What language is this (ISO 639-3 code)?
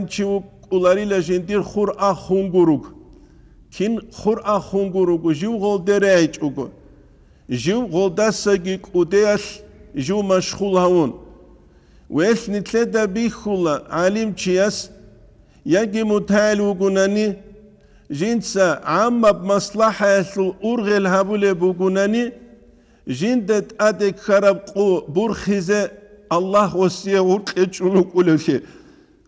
ava